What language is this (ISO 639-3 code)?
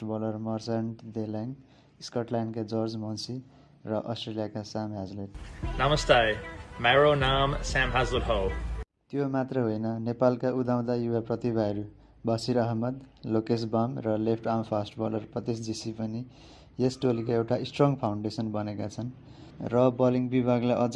nep